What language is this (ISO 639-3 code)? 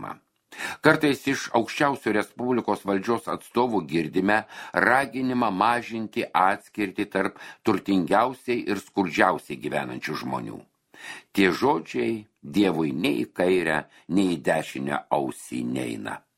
lit